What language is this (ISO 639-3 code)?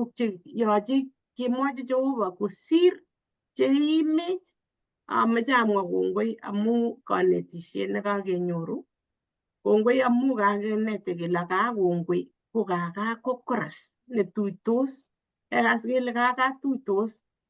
kln